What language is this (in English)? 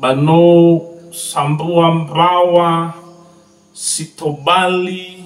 Nias